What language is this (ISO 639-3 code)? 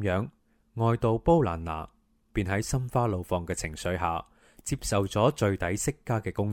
yue